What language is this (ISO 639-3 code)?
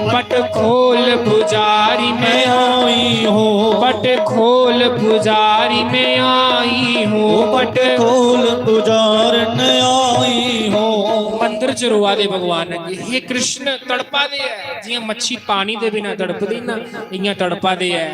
doi